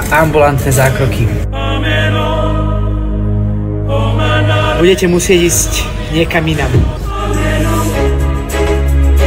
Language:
Slovak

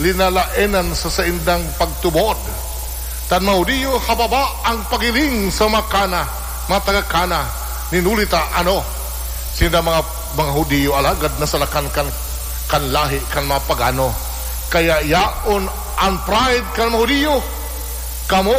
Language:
Bikol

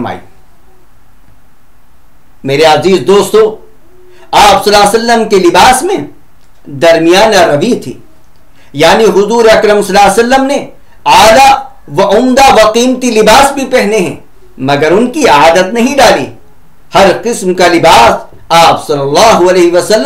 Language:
Urdu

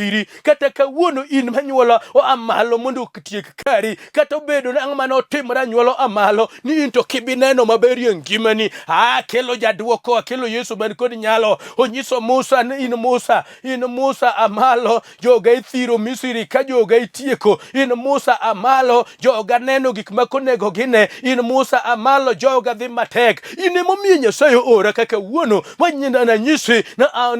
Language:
Luo (Kenya and Tanzania)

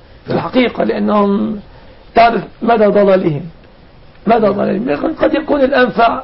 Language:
Arabic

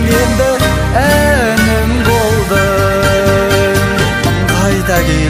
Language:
Kazakh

